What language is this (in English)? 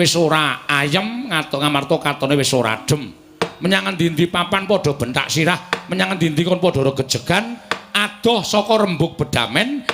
Javanese